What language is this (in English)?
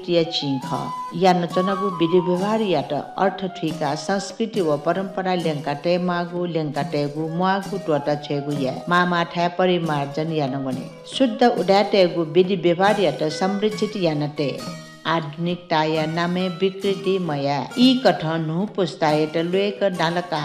Newari